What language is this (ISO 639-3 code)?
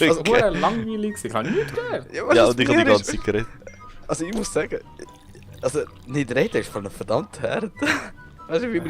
gsw